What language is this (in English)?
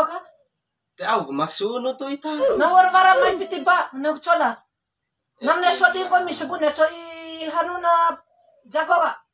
Bima